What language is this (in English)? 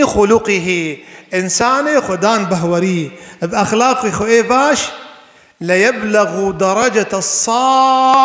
Kurdish